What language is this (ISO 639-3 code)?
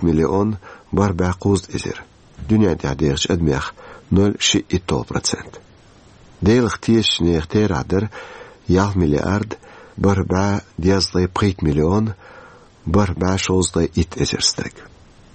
che